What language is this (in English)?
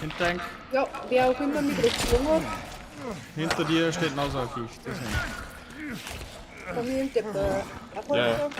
Bavarian